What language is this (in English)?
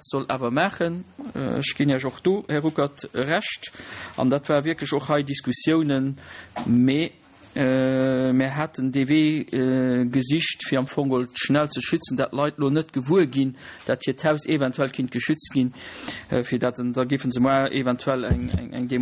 Luxembourgish